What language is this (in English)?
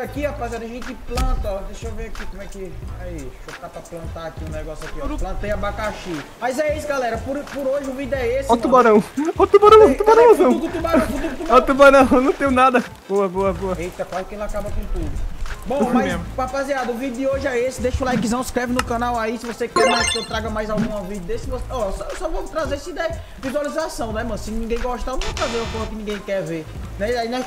Portuguese